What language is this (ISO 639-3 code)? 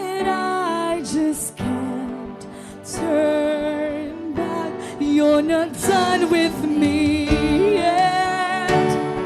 war